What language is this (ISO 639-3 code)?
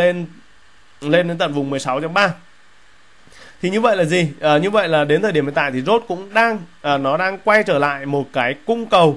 vie